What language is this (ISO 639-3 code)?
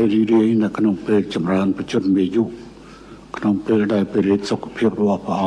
khm